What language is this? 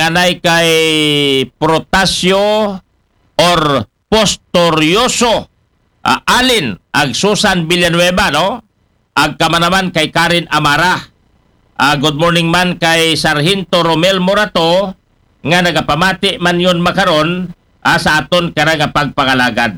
Aklanon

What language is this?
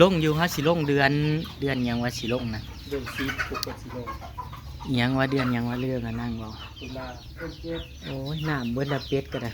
Northeastern Thai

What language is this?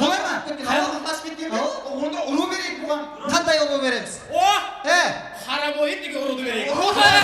Kara-Kalpak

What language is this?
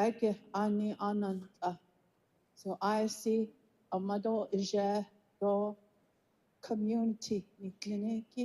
Navajo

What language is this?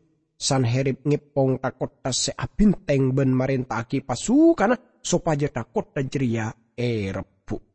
Madurese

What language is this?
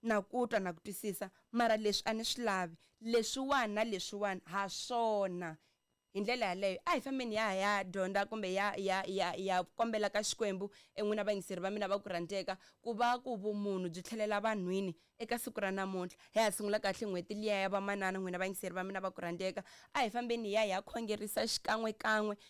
Tsonga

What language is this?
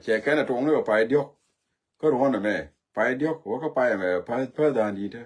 Nuer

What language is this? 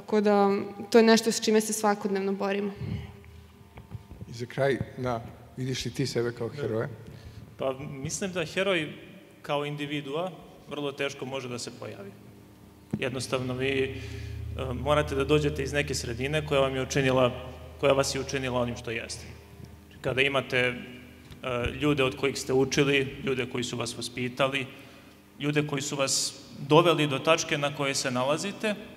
Serbian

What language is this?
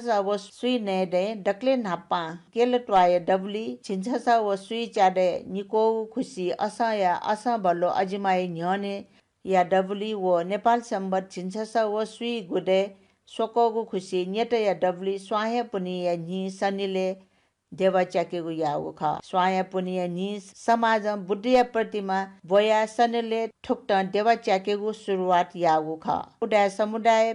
Newari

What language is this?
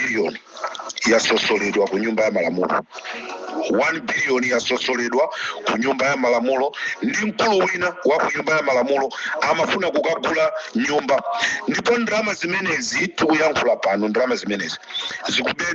Nyanja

